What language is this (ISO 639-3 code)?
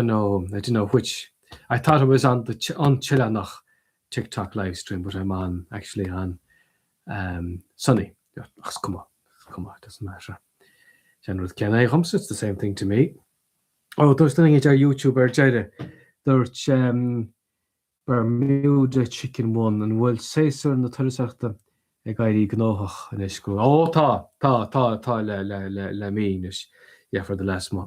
gle